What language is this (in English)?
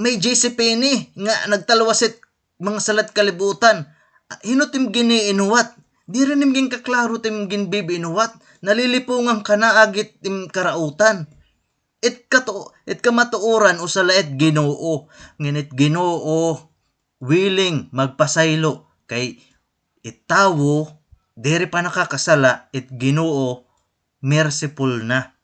Waray